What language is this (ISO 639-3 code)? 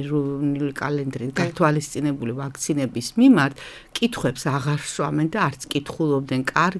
kat